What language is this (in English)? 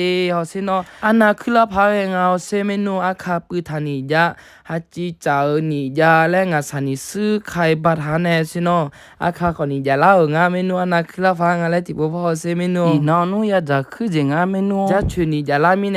Akha